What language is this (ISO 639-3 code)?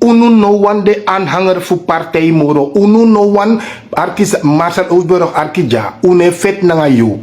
srn